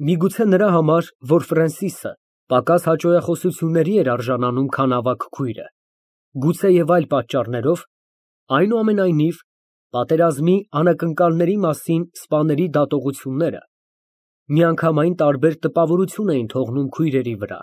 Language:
Armenian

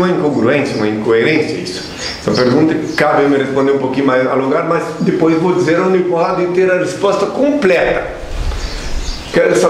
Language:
Portuguese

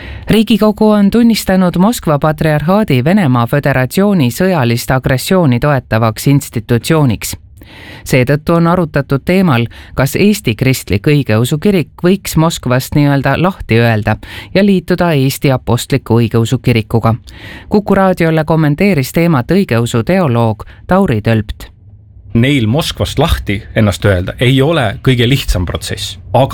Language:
Estonian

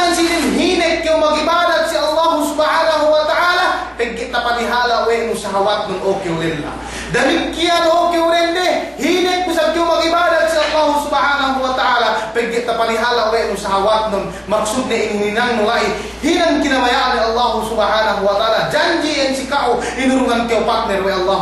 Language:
Yakan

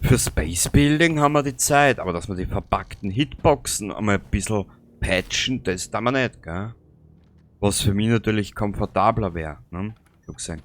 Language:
Bavarian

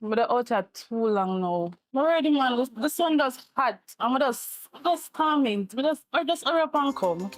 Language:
Jamaican Creole English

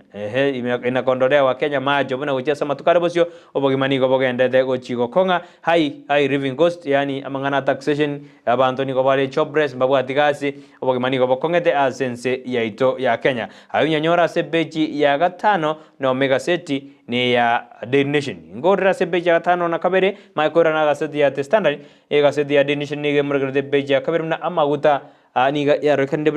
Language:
Gusii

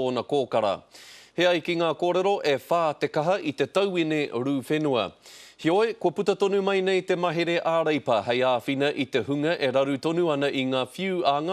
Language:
Māori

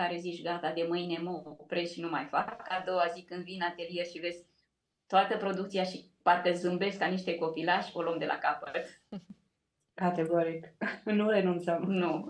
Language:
Romanian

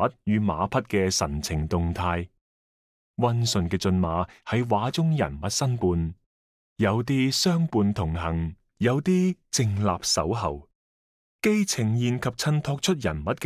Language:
Cantonese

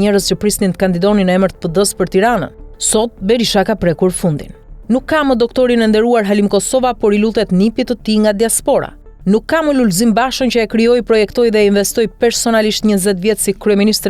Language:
Albanian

